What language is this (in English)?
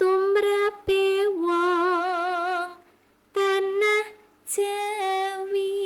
Javanese